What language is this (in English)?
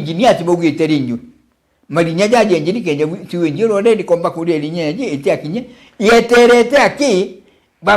Meru